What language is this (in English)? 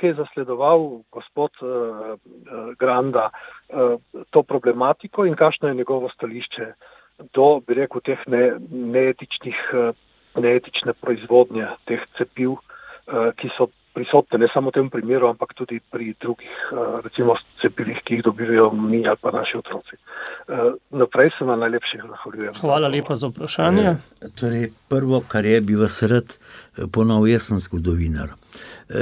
Slovenian